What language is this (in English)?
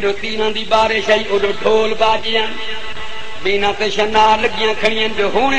Saraiki